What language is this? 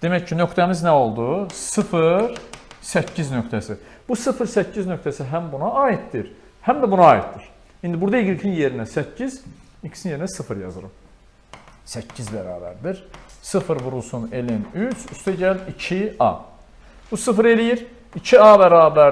Azerbaijani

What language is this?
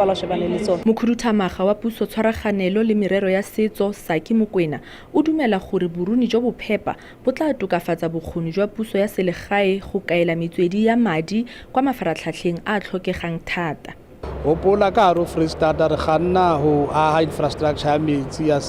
Northern Sotho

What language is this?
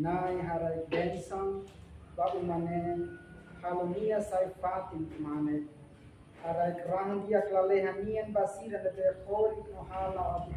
Tetum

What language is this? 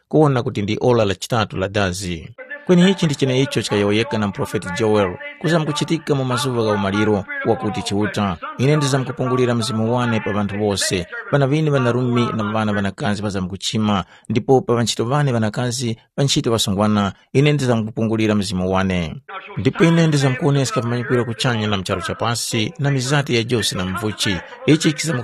Tumbuka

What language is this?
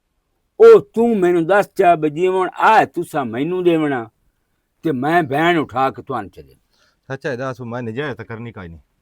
Western Panjabi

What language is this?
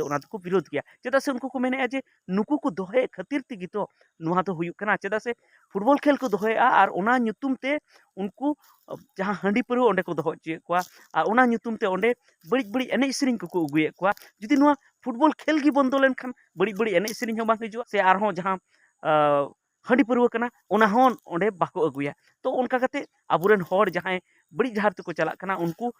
Santali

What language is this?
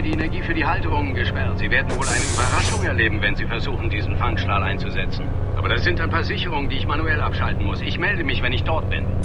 Bavarian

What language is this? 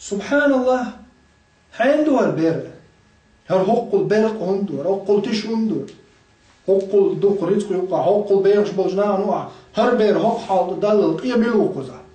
Chechen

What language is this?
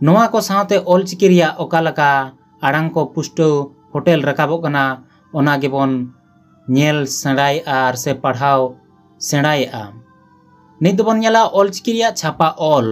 Santali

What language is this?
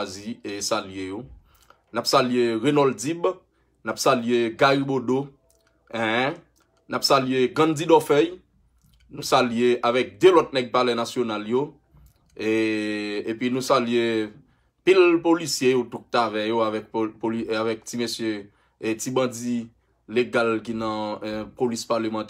Haitian Creole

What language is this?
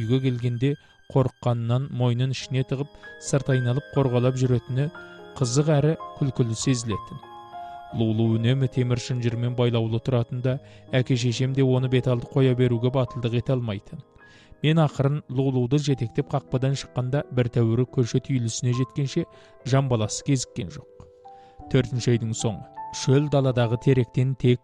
Kazakh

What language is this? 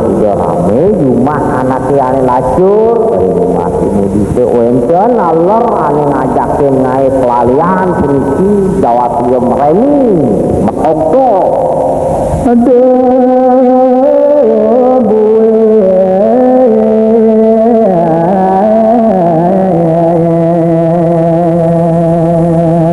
Balinese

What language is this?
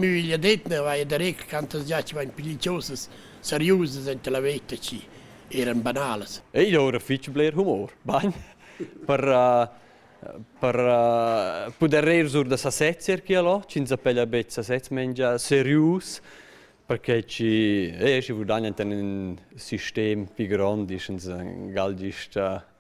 Romansh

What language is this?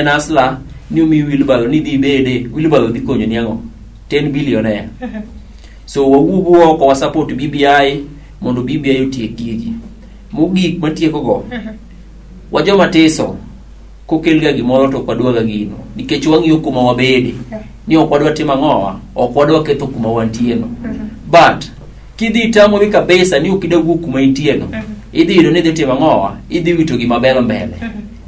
Luo (Kenya and Tanzania)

